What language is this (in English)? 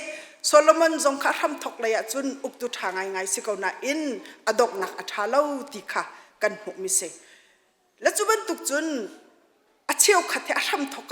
Hakha Chin